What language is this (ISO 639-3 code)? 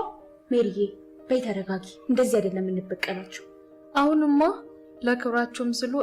amh